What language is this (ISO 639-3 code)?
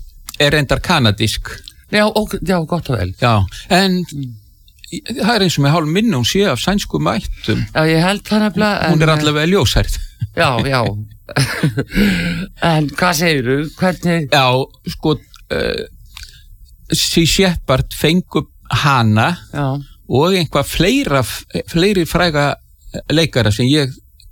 isl